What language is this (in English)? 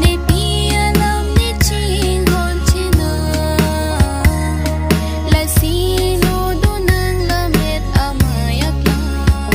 Karbi